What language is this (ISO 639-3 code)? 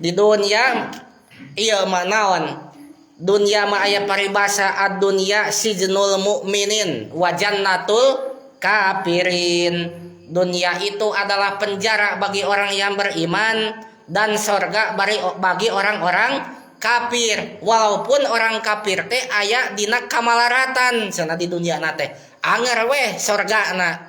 sun